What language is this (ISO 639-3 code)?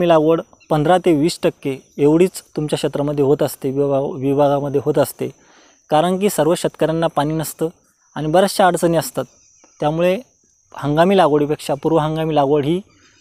mar